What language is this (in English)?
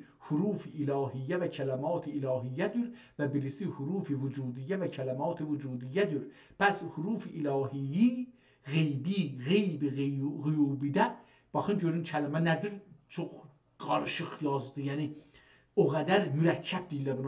South Azerbaijani